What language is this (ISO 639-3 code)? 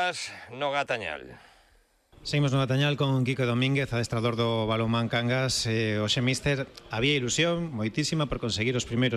glg